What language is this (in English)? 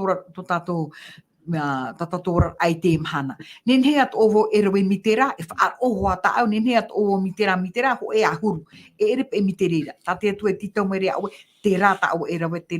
Tahitian